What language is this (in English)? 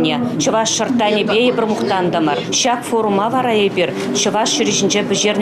Chuvash